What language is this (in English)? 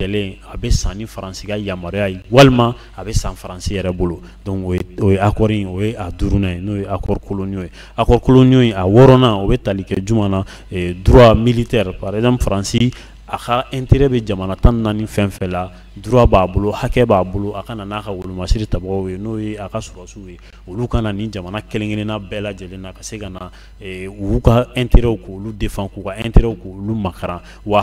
Bambara